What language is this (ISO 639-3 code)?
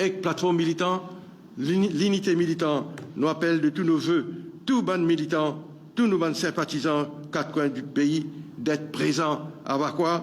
mfe